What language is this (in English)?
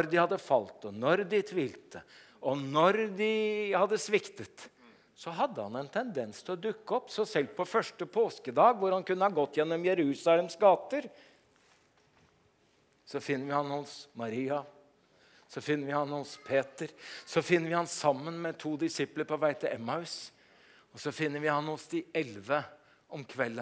Norwegian